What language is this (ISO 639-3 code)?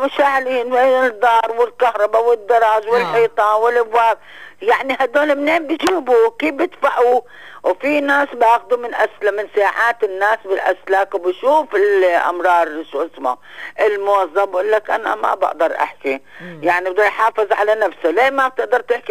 apc